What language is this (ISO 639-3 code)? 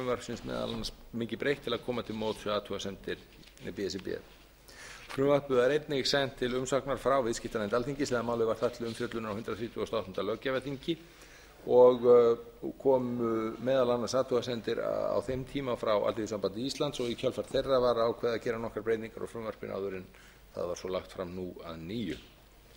isl